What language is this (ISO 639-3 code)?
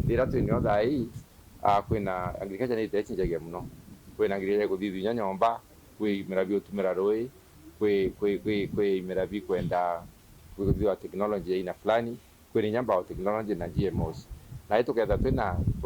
mer